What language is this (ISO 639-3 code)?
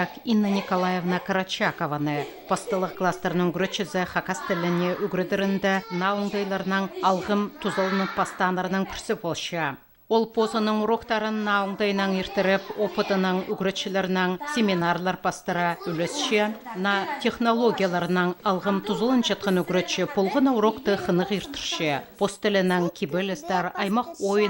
kjh